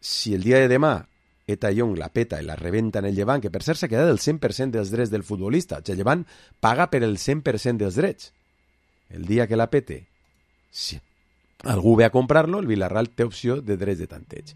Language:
Catalan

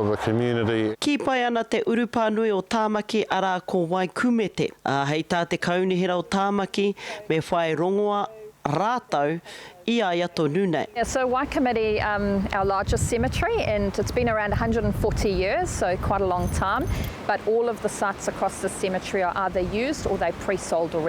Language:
Māori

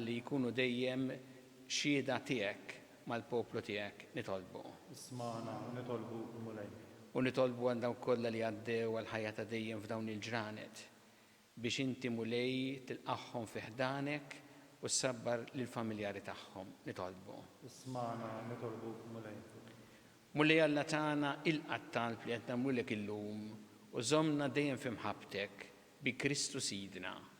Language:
Maltese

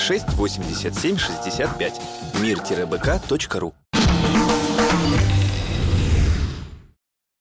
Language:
Russian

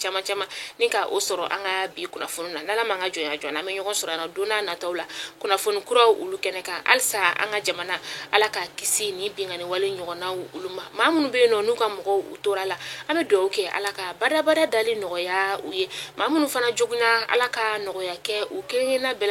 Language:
Bambara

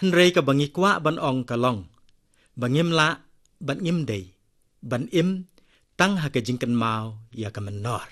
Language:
Khasi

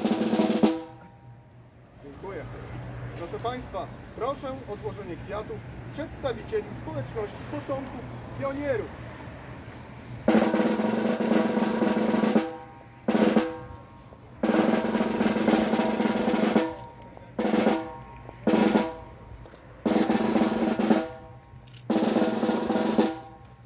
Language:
Polish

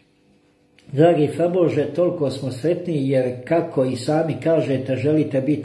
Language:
Croatian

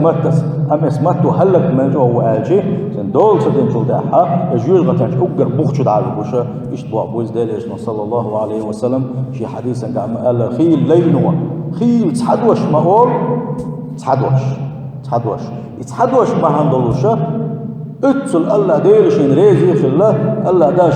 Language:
Chechen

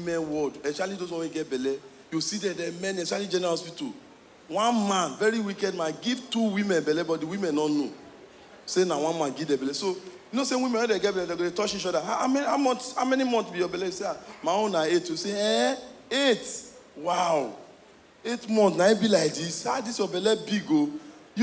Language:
Nigerian Pidgin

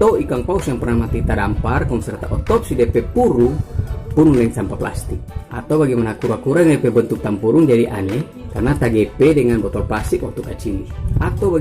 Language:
Manado Malay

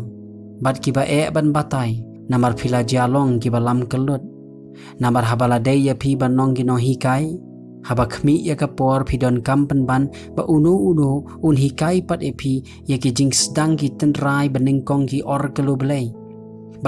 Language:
Khasi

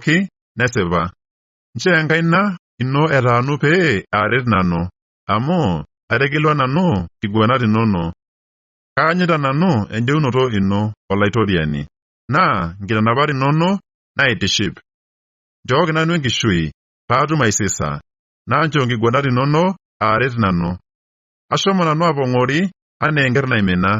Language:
Masai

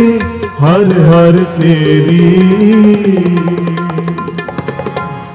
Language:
Punjabi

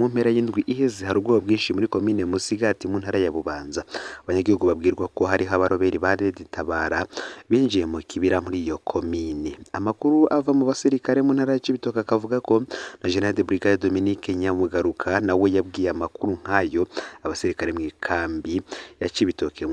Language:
Rundi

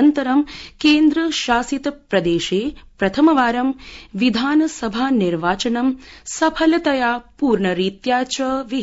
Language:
Sanskrit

